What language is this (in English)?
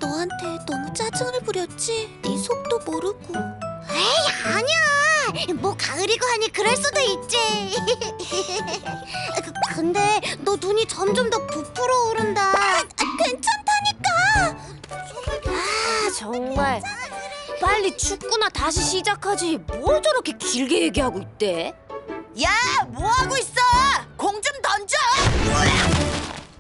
Korean